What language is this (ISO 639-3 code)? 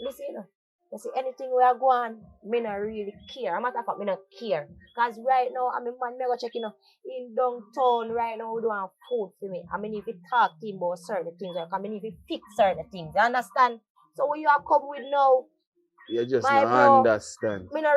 jam